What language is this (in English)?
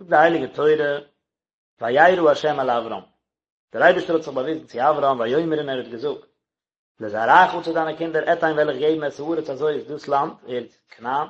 Yiddish